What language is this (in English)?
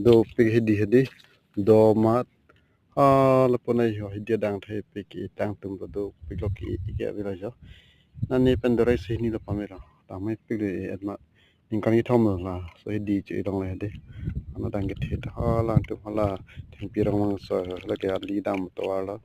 Karbi